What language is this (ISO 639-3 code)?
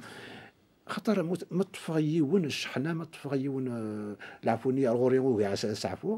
kab